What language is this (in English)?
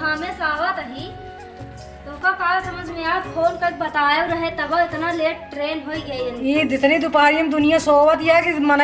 Awadhi